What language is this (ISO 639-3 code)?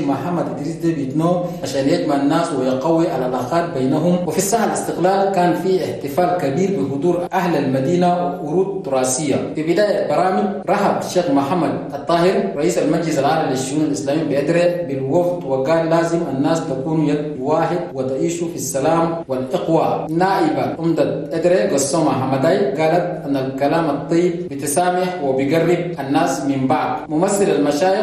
shu